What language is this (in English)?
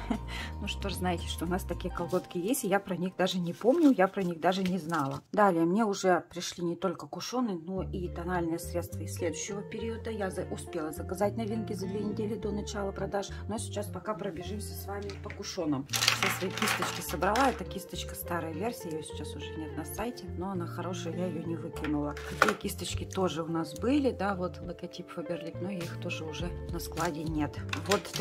Russian